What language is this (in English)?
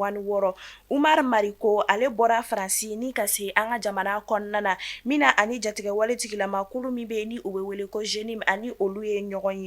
Bambara